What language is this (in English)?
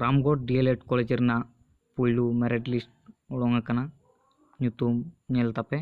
Santali